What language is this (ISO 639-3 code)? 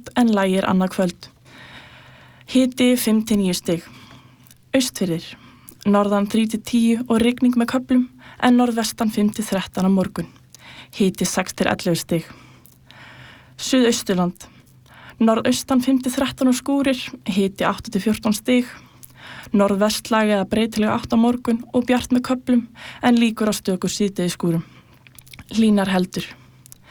isl